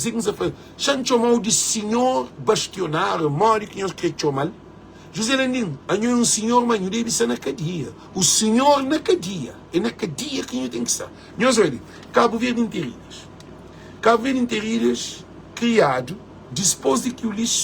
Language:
Kabuverdianu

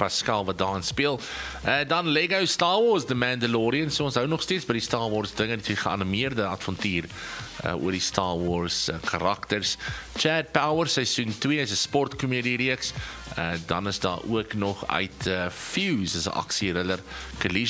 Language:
Afrikaans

